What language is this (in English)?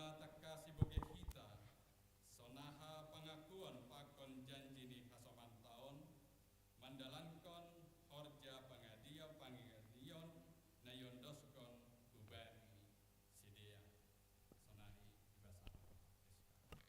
Batak Simalungun